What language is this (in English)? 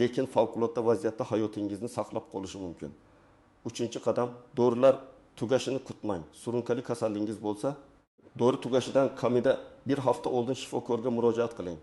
Uzbek